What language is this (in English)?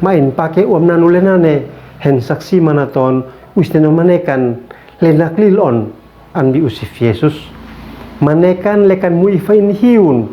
Uab Meto